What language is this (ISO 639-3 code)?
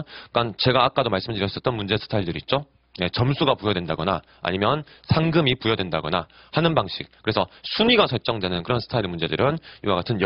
kor